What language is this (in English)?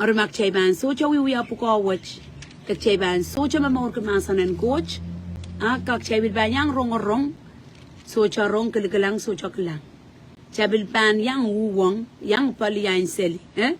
Pohnpeian